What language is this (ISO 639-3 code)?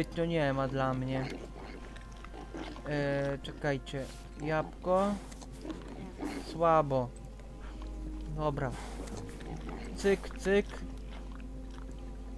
pol